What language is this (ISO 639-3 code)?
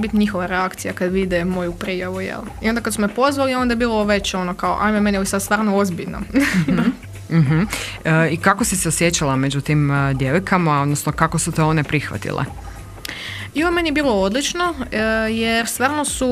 hrv